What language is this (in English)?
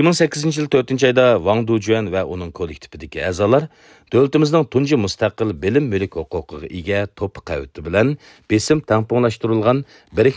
Uyghur